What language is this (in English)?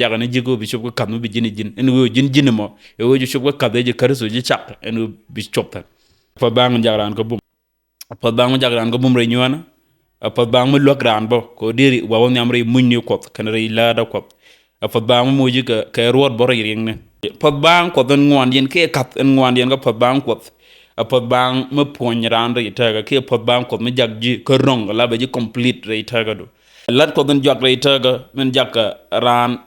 Nuer